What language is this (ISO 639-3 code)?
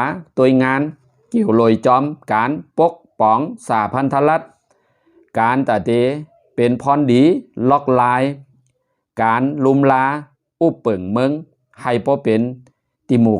shn